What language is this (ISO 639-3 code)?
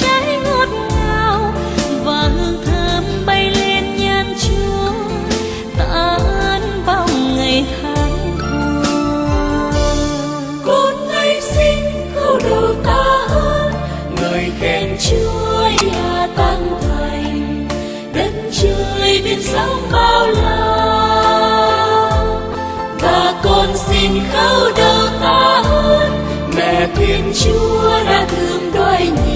vie